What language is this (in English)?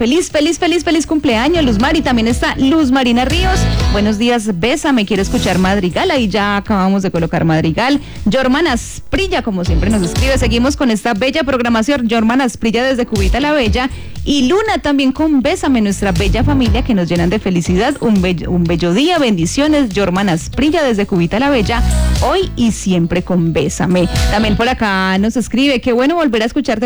Spanish